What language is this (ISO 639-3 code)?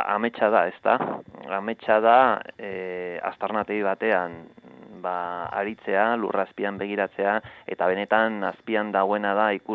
eus